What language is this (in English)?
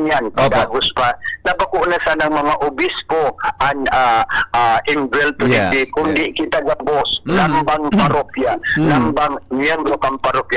Bikol